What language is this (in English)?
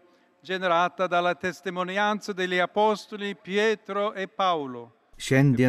Lithuanian